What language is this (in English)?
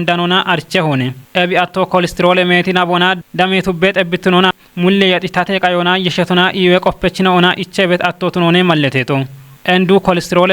Kafa